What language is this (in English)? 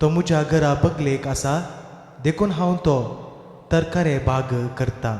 Konkani